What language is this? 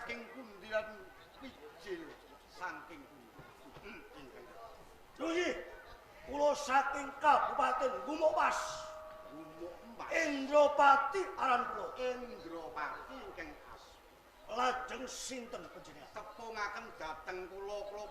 Javanese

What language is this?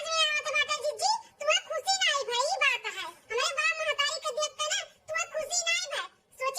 Awadhi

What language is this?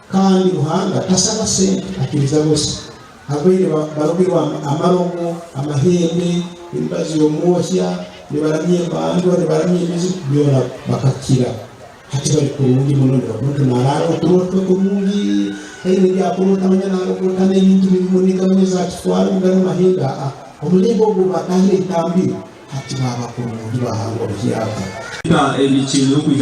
Nyankole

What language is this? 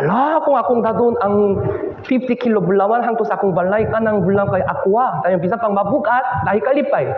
Cebuano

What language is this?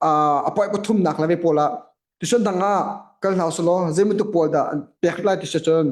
Hakha Chin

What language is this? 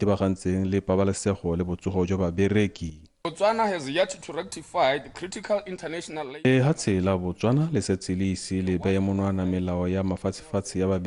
Tswana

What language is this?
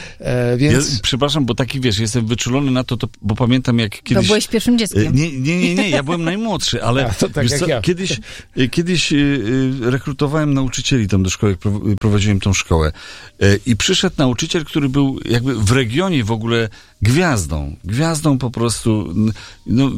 Polish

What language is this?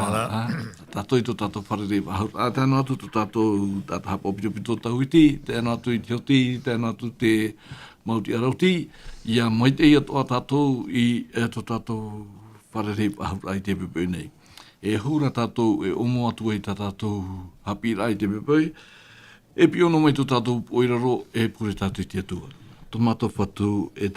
Tahitian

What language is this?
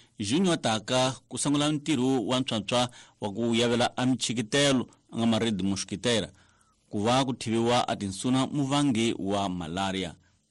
Tsonga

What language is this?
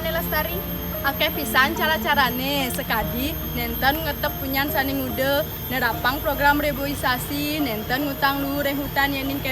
Balinese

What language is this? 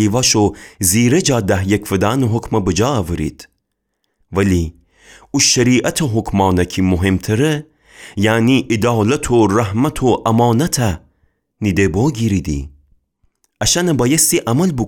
Gilaki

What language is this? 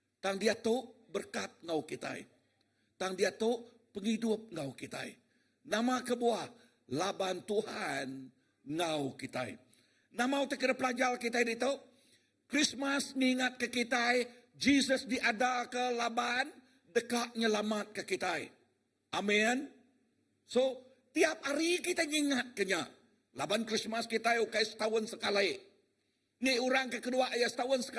Iban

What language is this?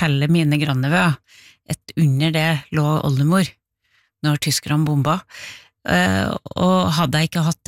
Norwegian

